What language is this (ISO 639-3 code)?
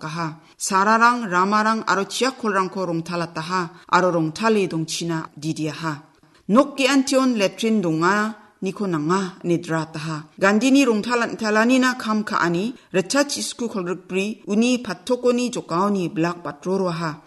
grt